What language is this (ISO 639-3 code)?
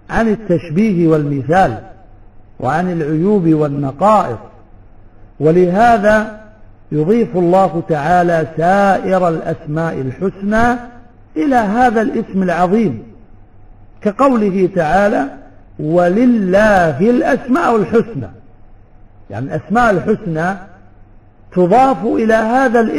ara